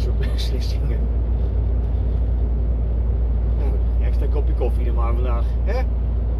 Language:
Dutch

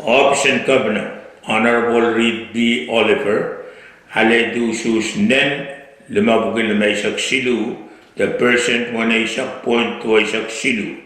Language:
Pohnpeian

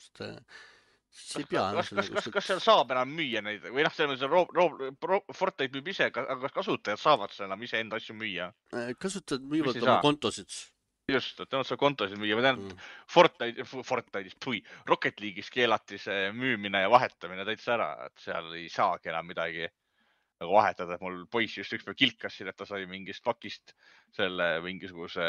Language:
Estonian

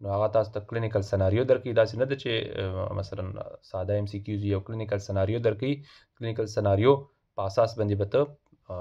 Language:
Pashto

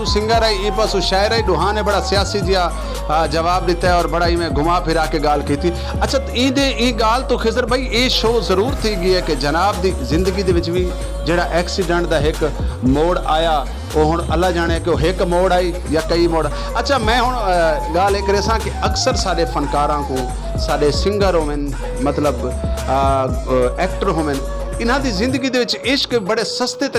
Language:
Saraiki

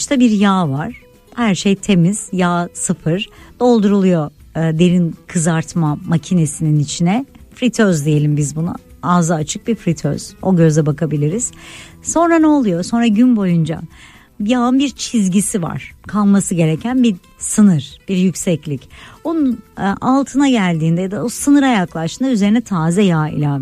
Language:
Turkish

